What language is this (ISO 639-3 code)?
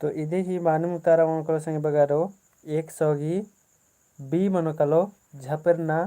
kru